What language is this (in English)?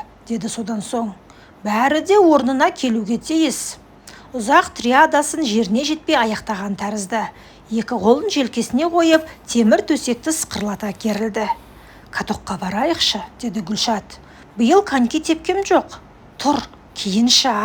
Kazakh